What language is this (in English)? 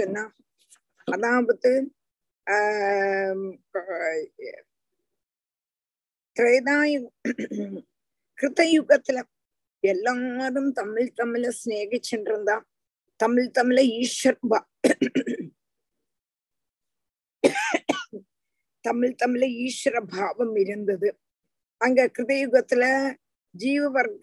Tamil